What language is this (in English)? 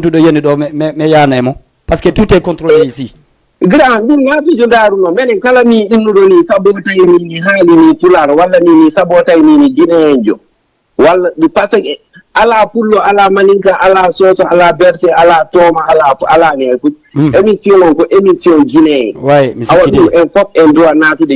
Fula